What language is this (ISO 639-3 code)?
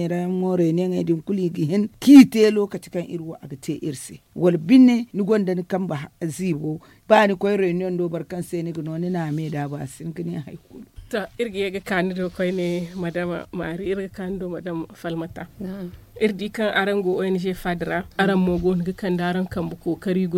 dje